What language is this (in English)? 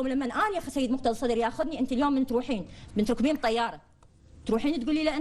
Mesopotamian Arabic